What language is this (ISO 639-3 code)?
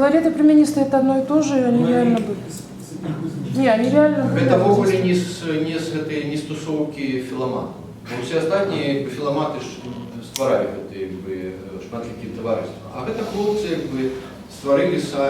bel